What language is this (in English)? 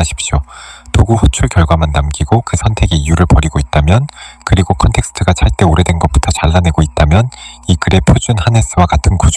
Korean